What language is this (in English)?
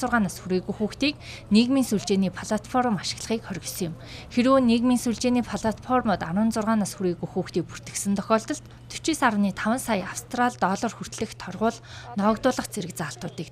Mongolian